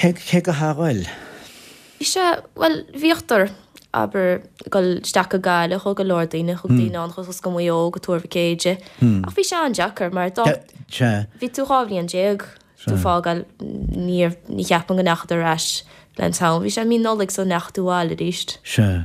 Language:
Irish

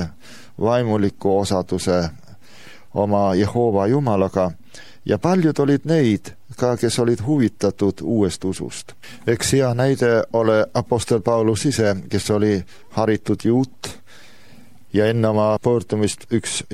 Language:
Estonian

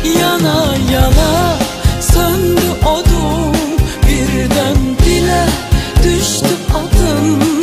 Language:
Turkish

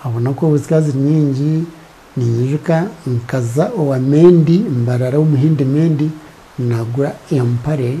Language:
Nyankole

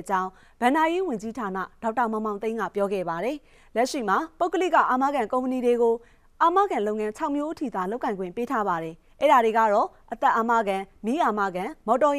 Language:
Burmese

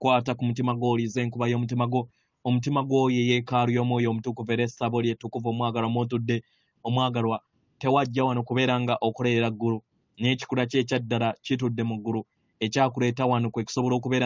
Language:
Ganda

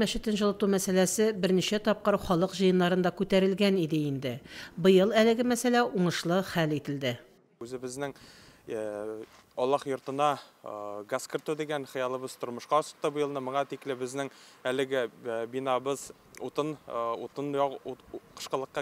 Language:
Tatar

